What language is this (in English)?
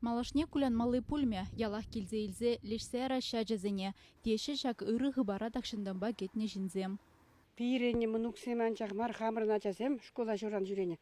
Chuvash